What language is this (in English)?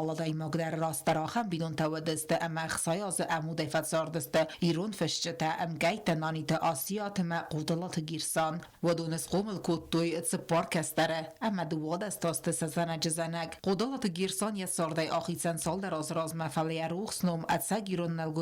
Ossetic